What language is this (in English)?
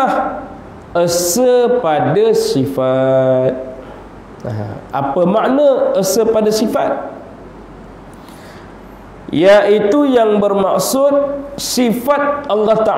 Malay